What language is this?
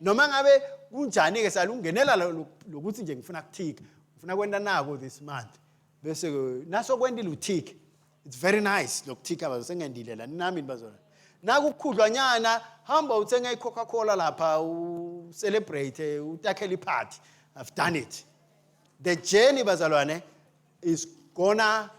Swati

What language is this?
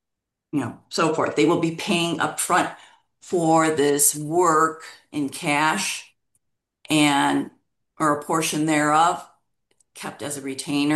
English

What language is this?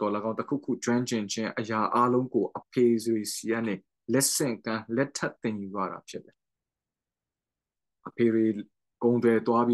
Burmese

